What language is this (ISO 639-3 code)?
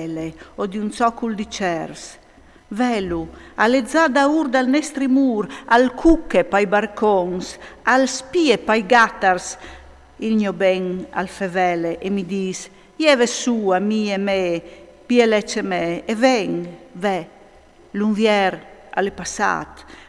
fur